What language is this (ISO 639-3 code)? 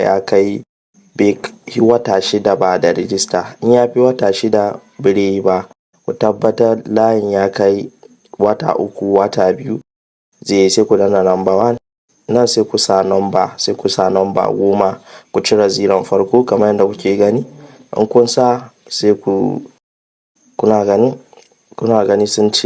hau